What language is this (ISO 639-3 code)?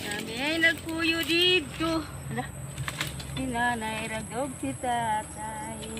ceb